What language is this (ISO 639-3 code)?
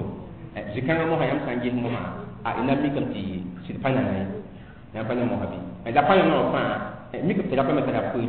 mos